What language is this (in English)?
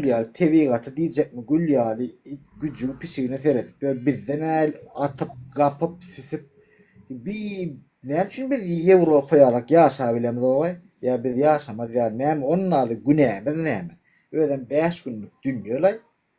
Turkmen